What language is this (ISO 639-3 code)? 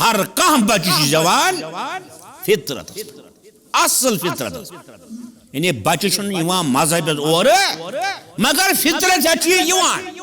kas